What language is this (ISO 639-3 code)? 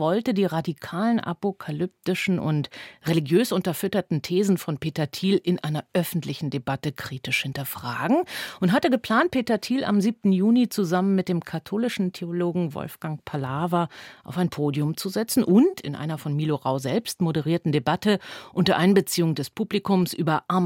deu